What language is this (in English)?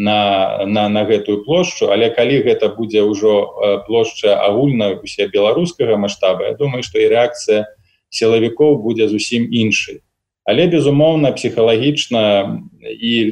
Belarusian